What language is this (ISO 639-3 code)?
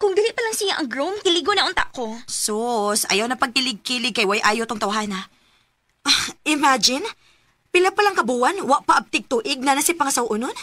ceb